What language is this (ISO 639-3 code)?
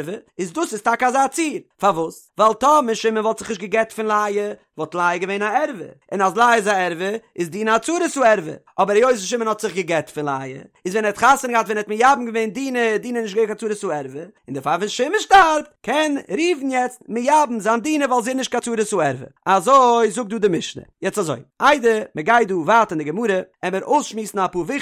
yid